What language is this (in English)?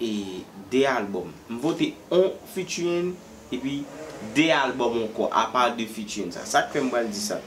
Haitian Creole